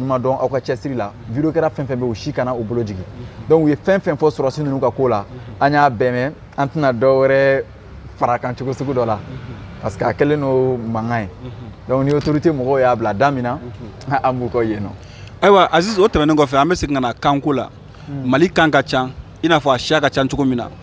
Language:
Bambara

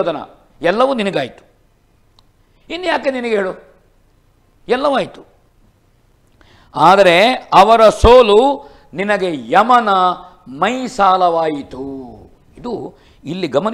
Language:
Kannada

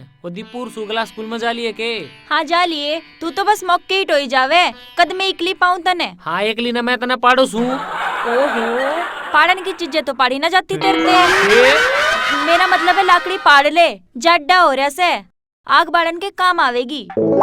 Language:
Haryanvi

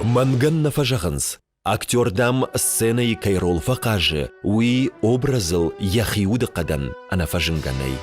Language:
Ossetic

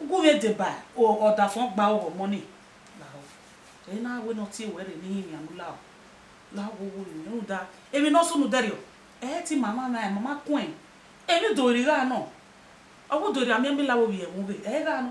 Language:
Bini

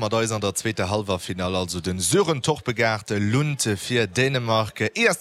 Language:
Luxembourgish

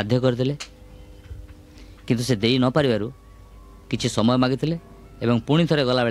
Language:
Odia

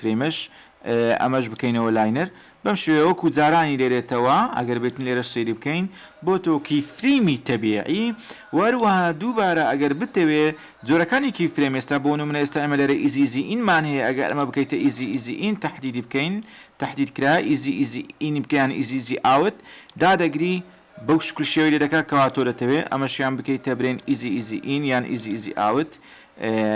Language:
Central Kurdish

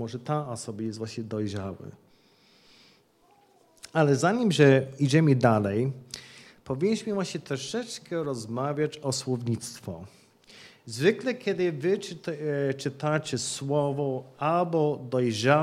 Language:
Polish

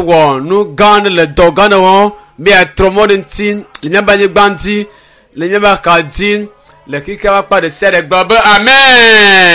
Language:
Ewe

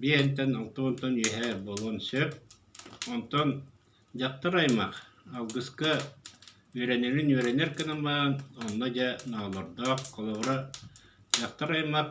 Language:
Yakut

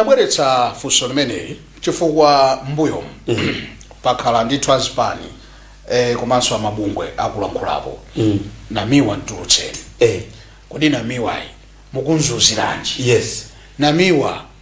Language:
Nyanja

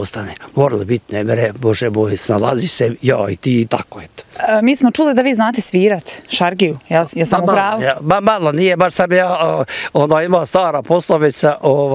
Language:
Bosnian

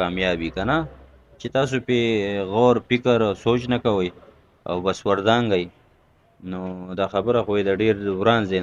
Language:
Pashto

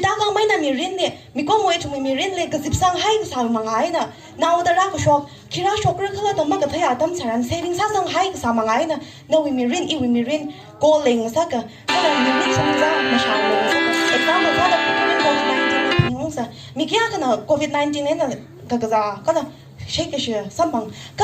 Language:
Tangkhul Naga (India)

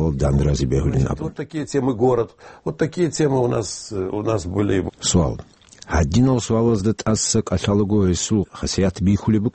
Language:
Avaric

